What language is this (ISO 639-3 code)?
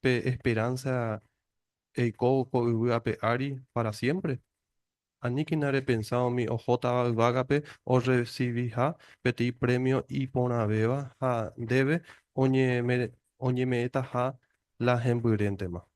grn